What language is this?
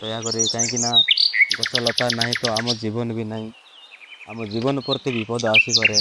Odia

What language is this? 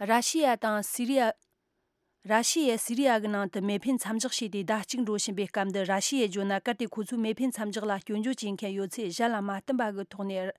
Tibetan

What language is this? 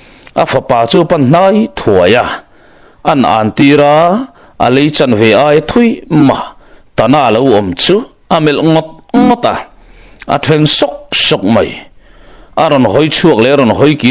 Mizo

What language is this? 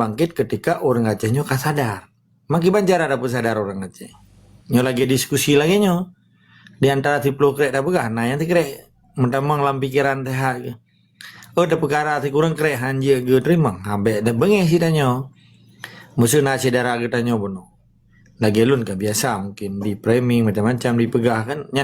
Achinese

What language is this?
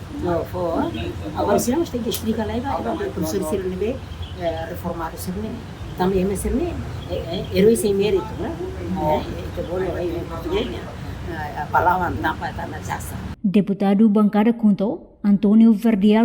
Tetum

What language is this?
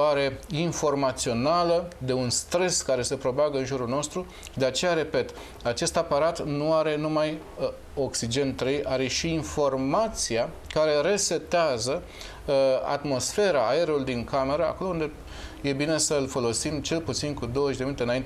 Romanian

